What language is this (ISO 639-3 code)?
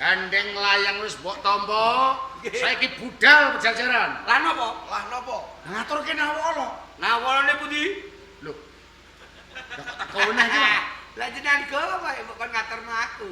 jav